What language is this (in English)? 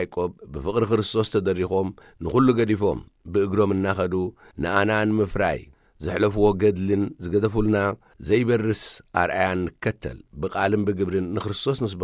Tigrinya